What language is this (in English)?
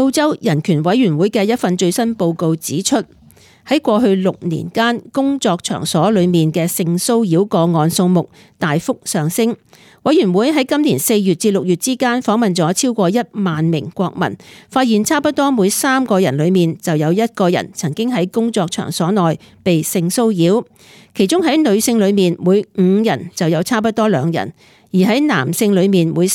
Cantonese